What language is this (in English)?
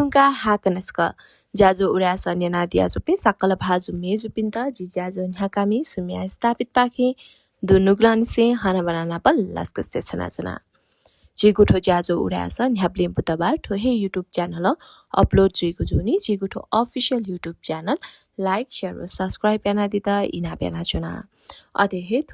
Newari